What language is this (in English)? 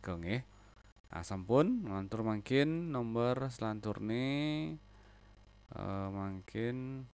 Balinese